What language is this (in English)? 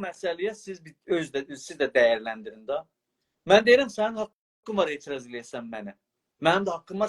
South Azerbaijani